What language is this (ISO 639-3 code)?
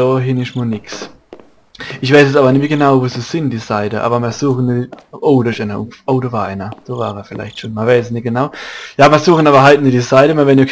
pfl